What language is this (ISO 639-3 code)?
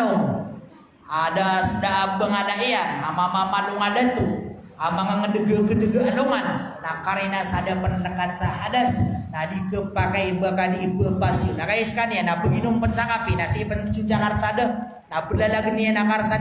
mrw